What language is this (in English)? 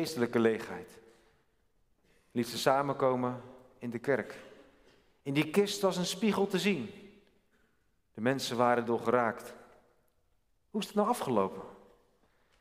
Dutch